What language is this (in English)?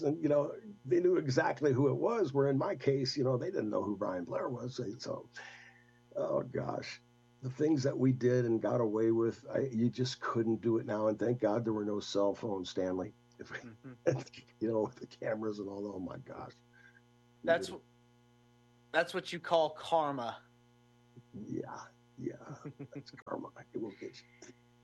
English